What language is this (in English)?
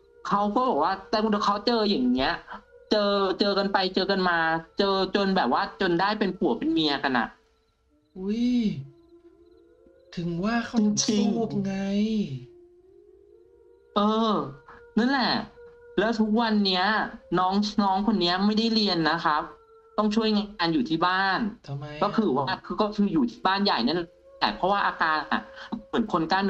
Thai